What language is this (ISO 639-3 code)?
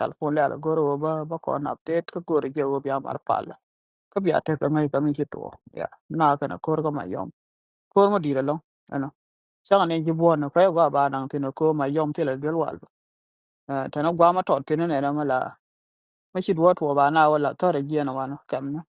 nus